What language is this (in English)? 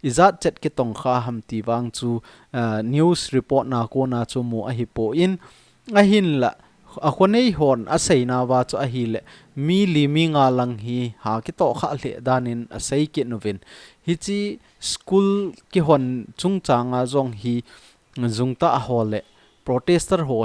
Thado Chin